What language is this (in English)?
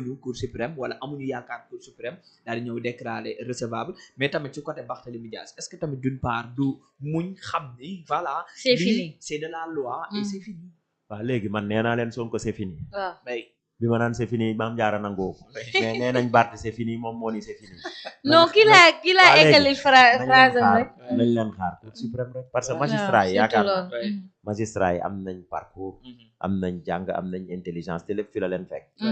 Wolof